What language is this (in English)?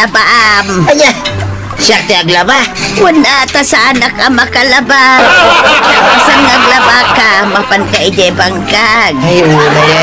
Iloko